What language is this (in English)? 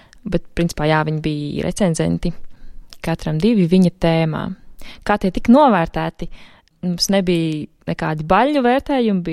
Latvian